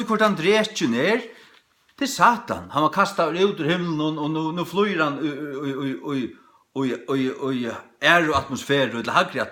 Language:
Faroese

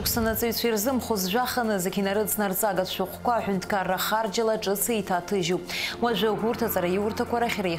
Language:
Abkhazian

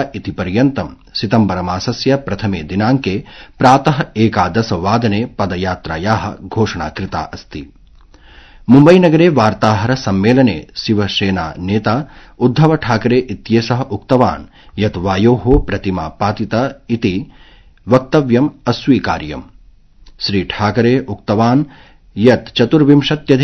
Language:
Sanskrit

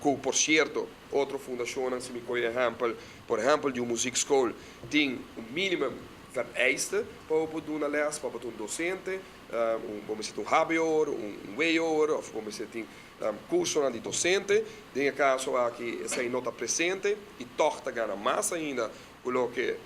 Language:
Papiamento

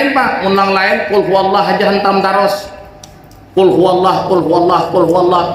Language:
Banjar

